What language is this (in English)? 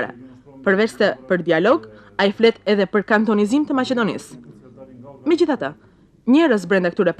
Albanian